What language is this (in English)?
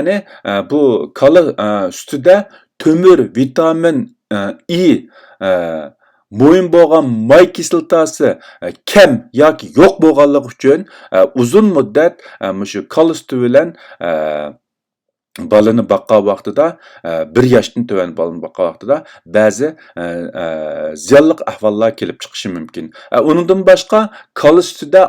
Uyghur